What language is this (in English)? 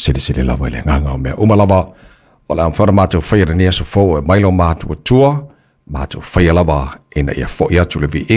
Samoan